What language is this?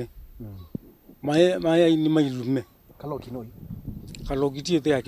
Kamba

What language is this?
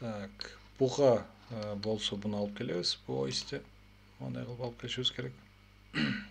Kyrgyz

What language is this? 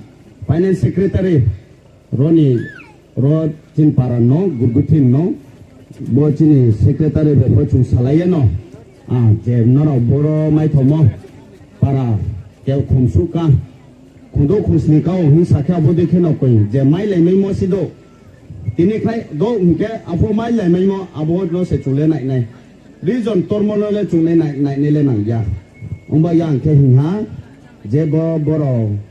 Riang (India)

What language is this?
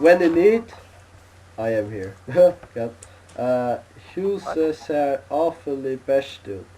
Faroese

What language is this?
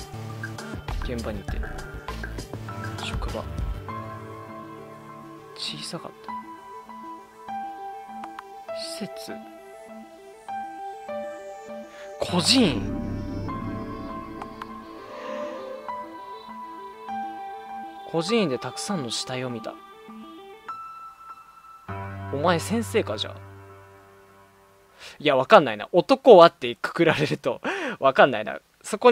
Japanese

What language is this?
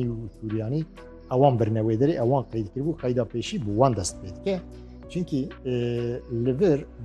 Kurdish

